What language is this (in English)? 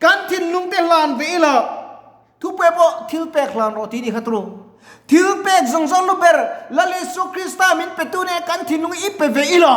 Mizo